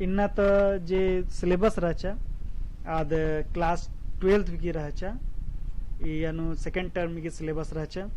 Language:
Kurukh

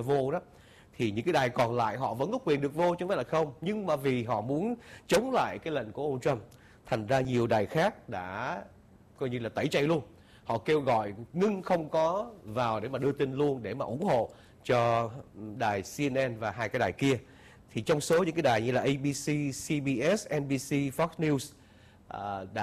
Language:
Vietnamese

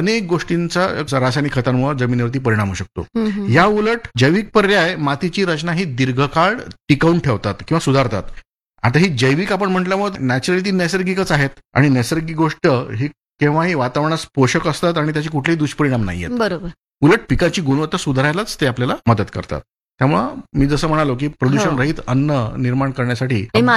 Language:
Marathi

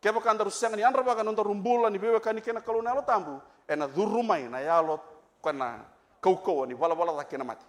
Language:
Fijian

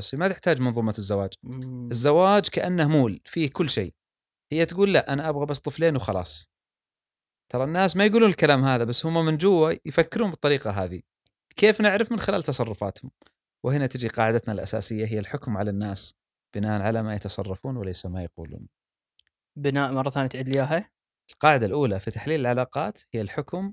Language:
Gulf Arabic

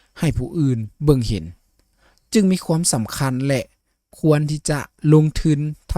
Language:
Lao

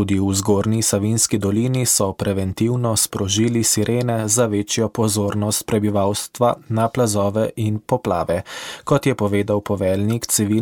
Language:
Slovenian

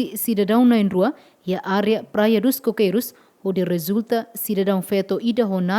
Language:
Tetum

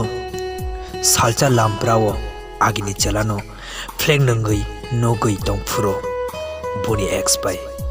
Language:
Kok Borok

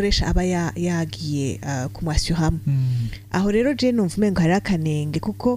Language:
Rundi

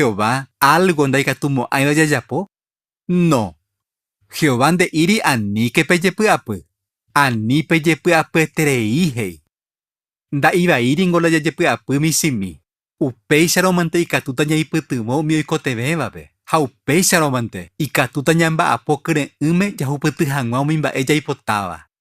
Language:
Guarani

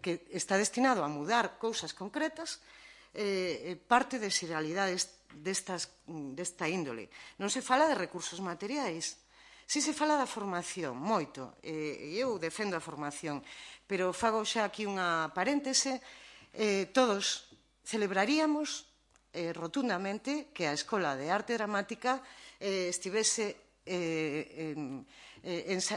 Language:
Galician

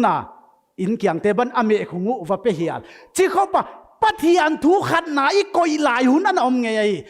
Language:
Paite Chin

